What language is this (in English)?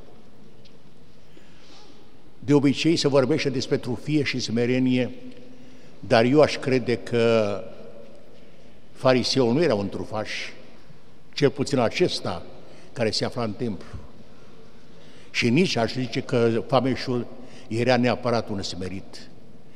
Romanian